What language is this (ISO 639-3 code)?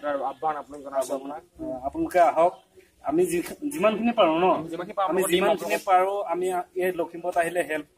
asm